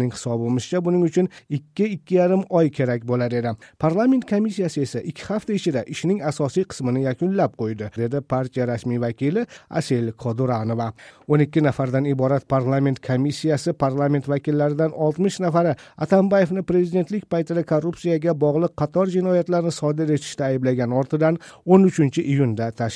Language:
Uzbek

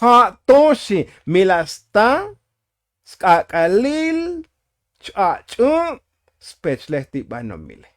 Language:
Tzotzil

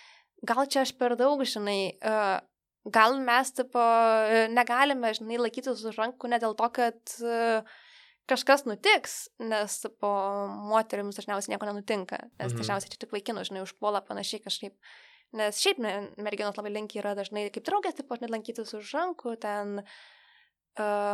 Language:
Lithuanian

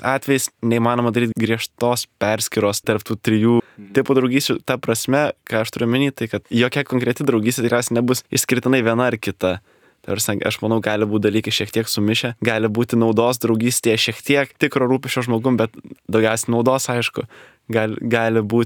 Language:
Lithuanian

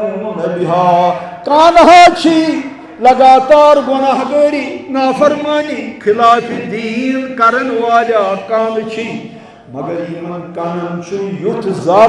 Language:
Kashmiri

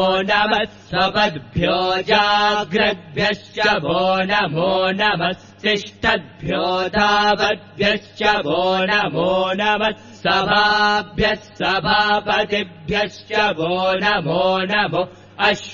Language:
Sanskrit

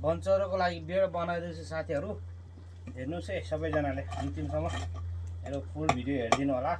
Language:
Nepali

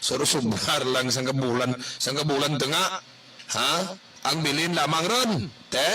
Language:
Hiligaynon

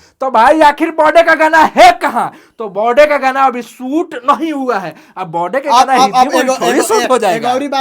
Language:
Bhojpuri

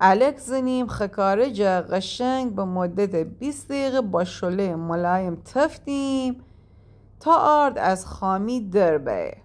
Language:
Gilaki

